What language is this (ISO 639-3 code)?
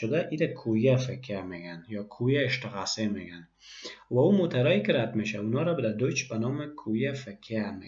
fas